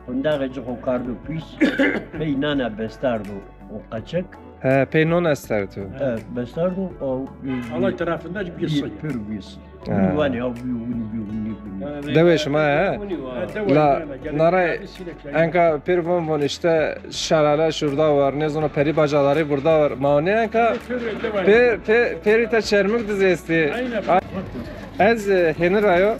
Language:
Zaza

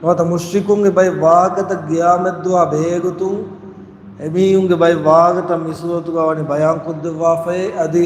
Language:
Divehi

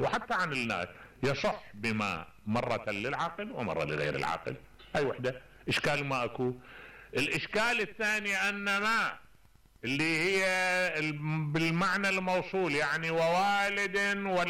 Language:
Mesopotamian Arabic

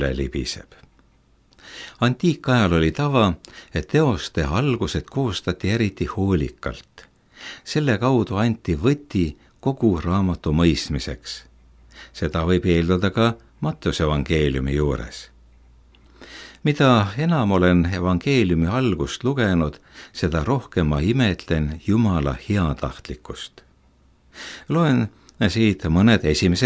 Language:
Estonian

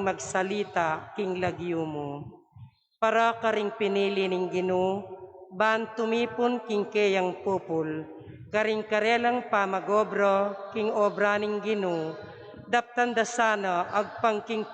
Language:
Pampanga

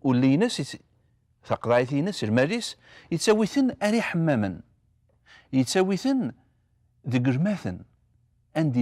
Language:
Kabyle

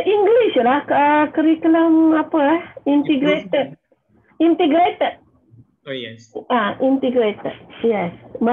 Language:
Malay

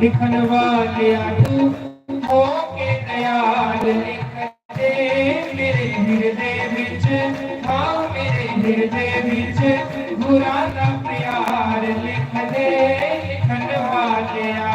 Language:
Dogri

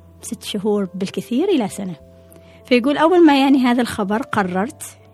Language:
Gulf Arabic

